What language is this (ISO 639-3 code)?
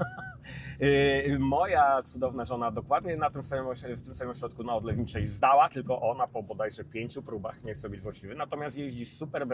pol